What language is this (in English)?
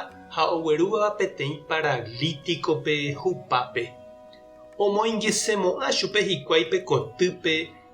Guarani